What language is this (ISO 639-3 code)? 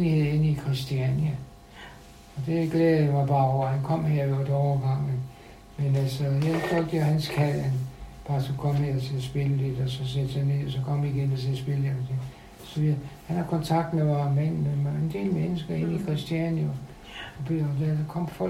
dan